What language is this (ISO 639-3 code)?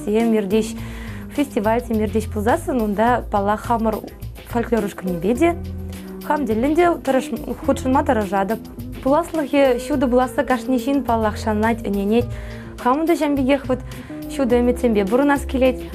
chv